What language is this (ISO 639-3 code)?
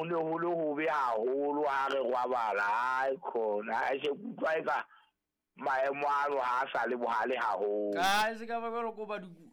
sot